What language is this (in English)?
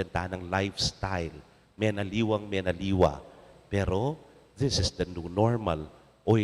Pampanga